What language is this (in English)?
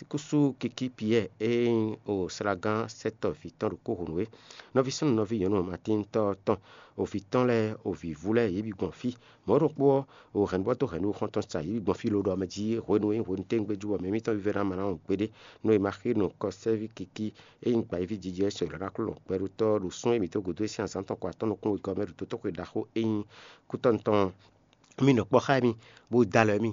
Fon